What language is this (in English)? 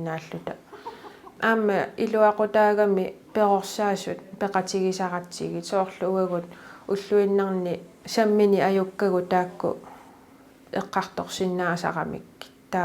Kalaallisut